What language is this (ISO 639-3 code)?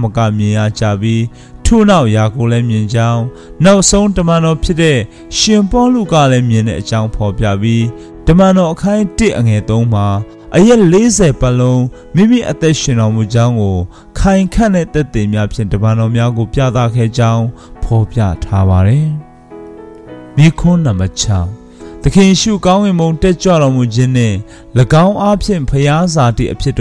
mya